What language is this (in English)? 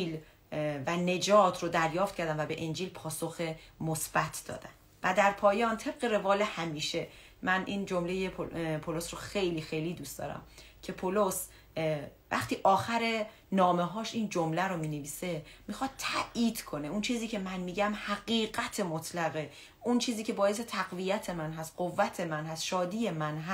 Persian